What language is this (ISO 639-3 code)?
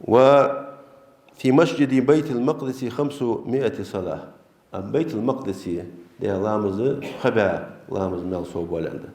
inh